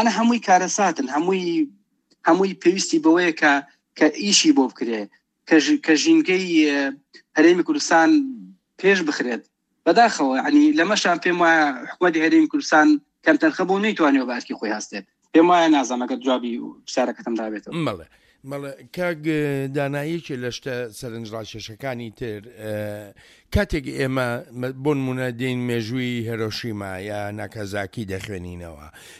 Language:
Central Kurdish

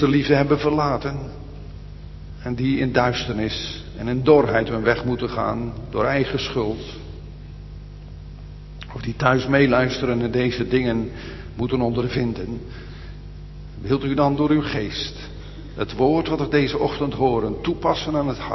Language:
Dutch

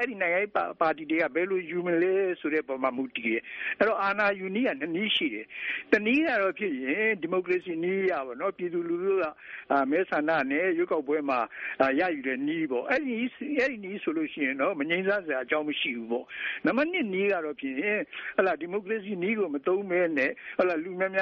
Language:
Burmese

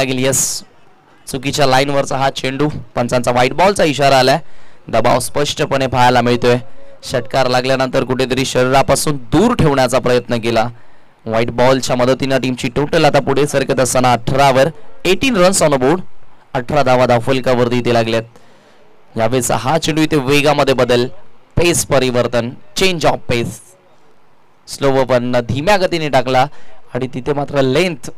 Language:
Marathi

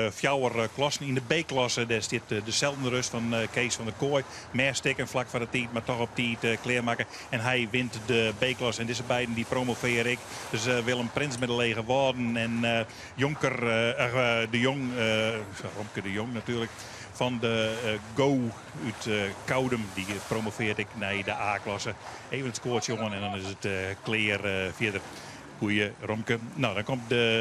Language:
Western Frisian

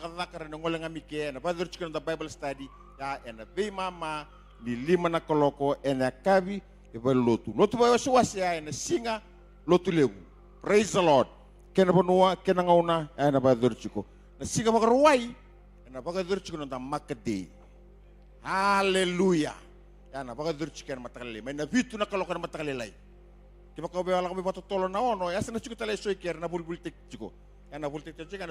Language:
Fijian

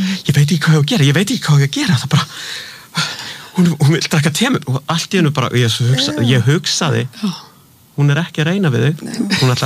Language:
Icelandic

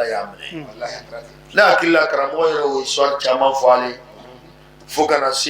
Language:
Bambara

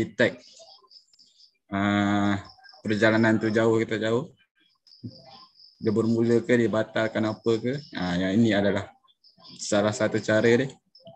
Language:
Malay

